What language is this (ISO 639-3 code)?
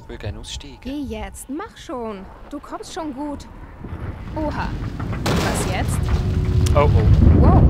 gsw